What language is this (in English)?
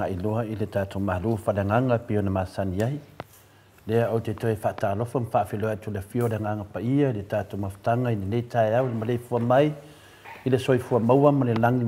Samoan